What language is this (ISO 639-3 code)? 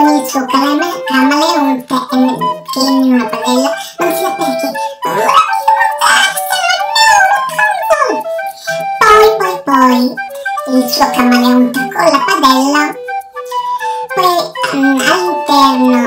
ita